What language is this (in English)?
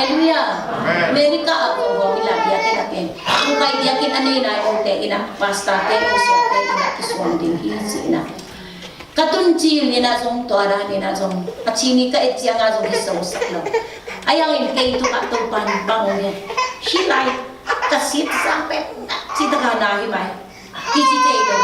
Tedim Chin